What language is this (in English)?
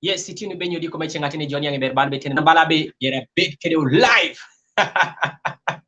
Kumam